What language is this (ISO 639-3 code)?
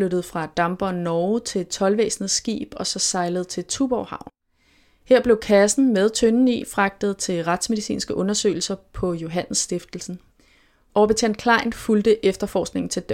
dan